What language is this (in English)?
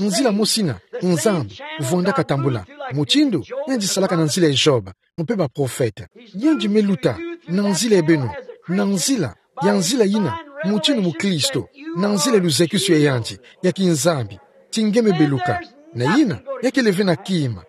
Kituba (Democratic Republic of Congo)